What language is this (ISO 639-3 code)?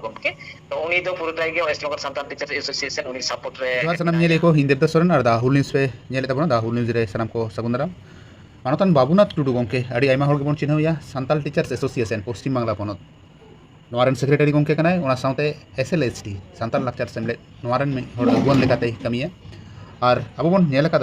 sat